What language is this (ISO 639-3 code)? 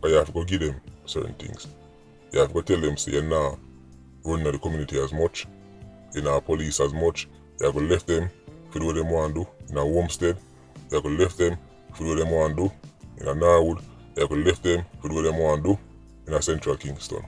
jam